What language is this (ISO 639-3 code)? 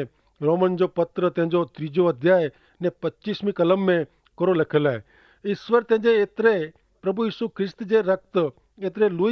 kfr